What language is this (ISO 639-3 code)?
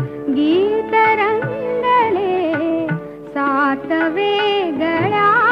mar